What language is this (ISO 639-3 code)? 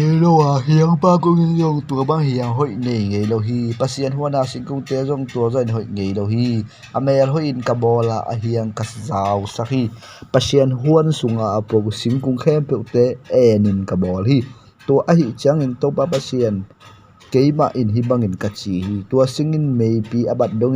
ctd